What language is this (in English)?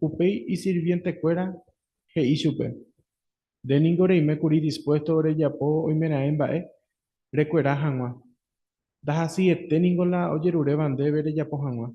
Guarani